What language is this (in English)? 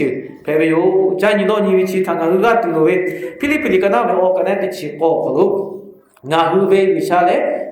Lahu